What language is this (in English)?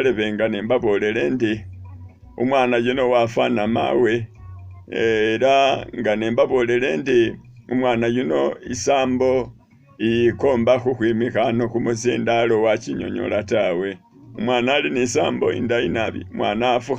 Masaaba